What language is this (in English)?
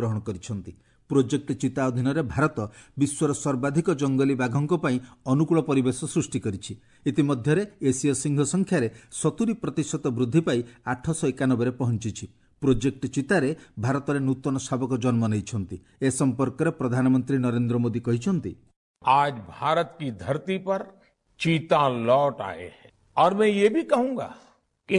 Odia